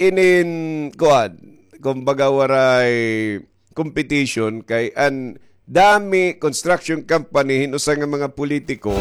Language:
Waray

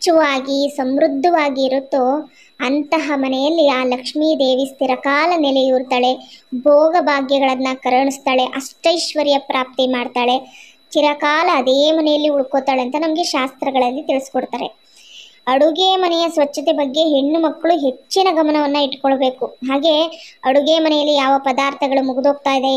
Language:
Kannada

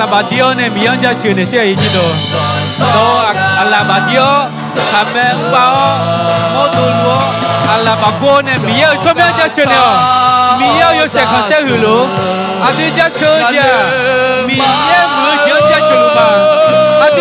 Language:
Akha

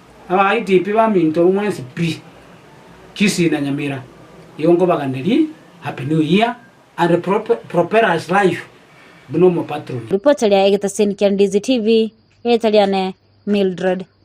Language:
Gusii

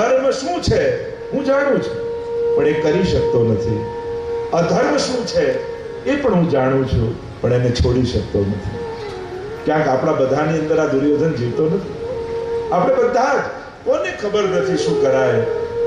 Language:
Gujarati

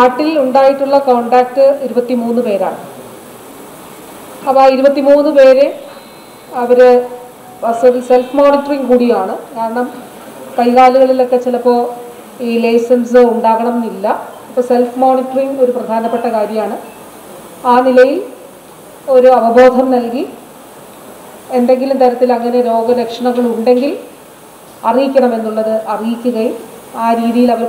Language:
Malayalam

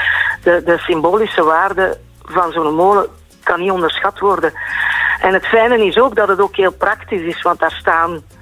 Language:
Dutch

